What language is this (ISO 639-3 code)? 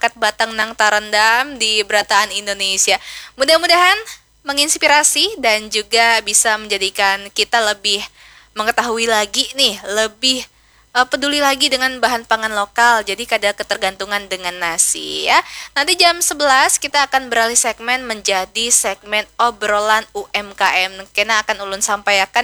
bjn